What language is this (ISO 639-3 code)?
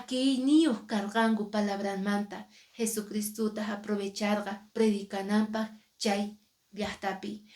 que